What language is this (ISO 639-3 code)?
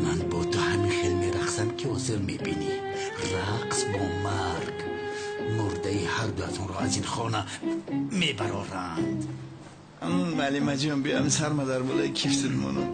tgk